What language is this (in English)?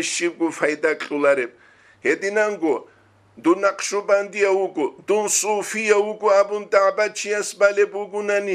Avaric